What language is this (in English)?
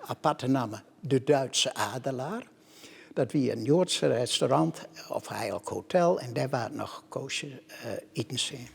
Western Frisian